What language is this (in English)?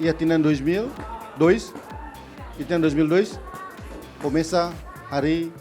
Tetum